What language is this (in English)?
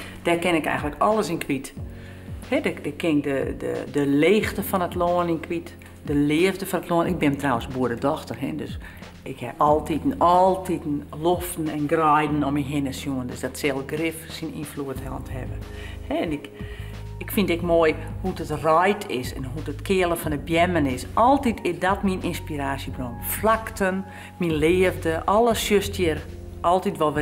Western Frisian